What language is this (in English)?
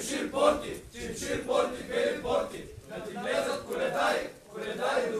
Bulgarian